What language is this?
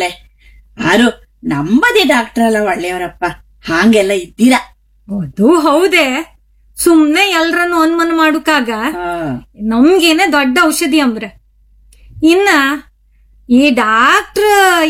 Kannada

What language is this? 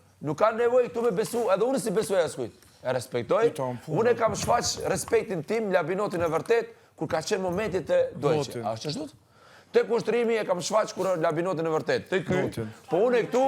Albanian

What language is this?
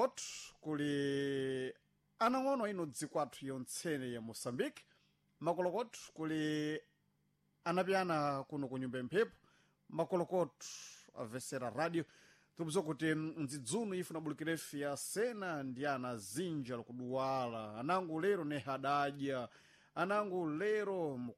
Sena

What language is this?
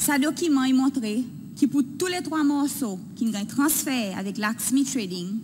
Seselwa Creole French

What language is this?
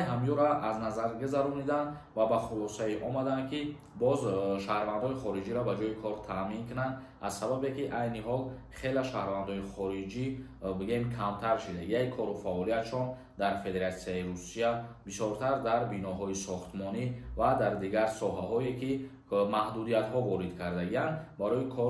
Tajik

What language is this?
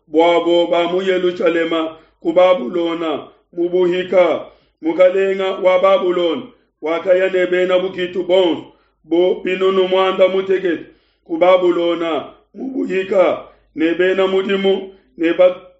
Luba-Lulua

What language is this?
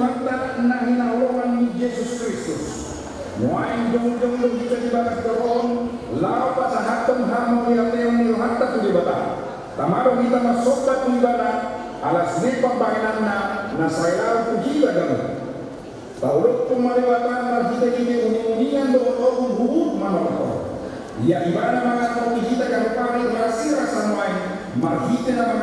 Batak Toba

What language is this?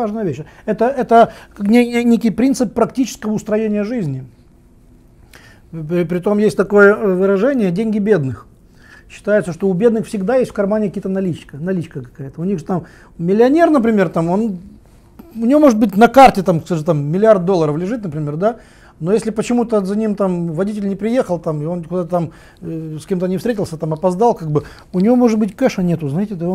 Russian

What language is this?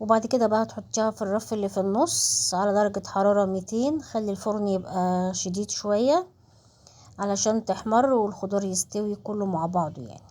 Egyptian Arabic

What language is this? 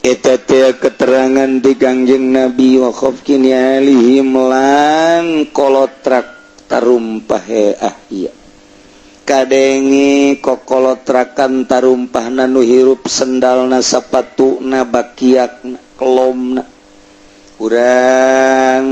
Sundanese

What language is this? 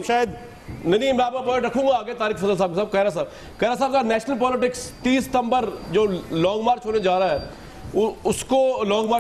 Urdu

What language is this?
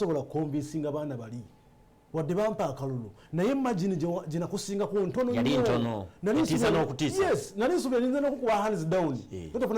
Ganda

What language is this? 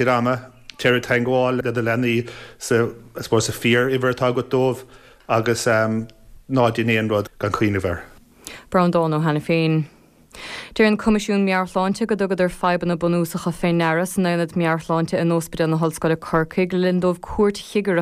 Irish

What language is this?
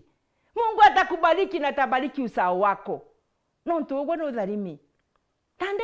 Meru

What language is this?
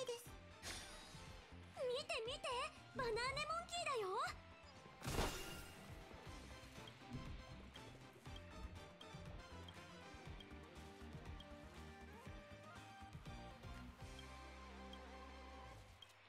Japanese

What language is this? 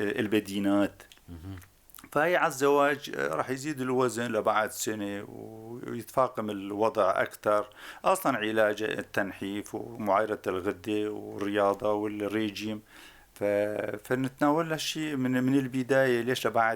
North Levantine Arabic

